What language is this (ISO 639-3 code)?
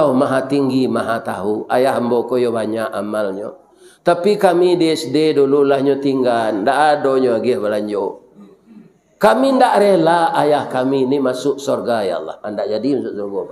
min